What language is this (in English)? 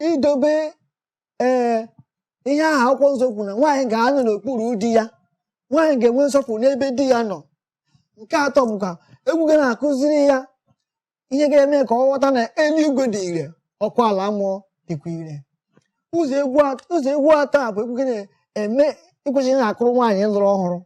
Igbo